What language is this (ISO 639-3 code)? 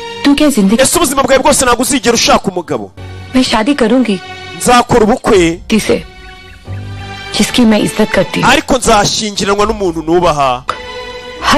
kin